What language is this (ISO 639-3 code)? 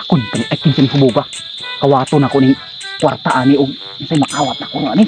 ceb